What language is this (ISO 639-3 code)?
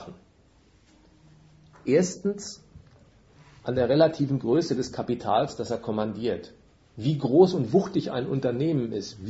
deu